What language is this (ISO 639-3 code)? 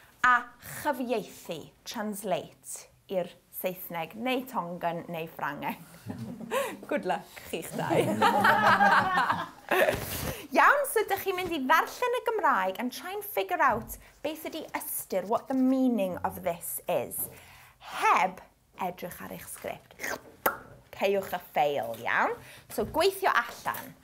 cym